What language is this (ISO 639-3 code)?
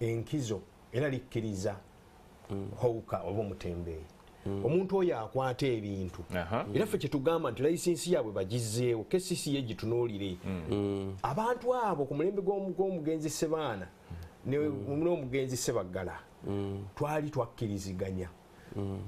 lug